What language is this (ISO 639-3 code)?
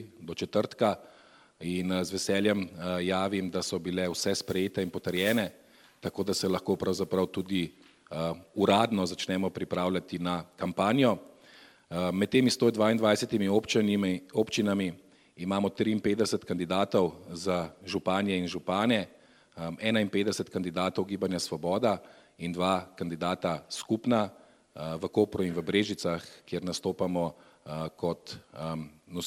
slv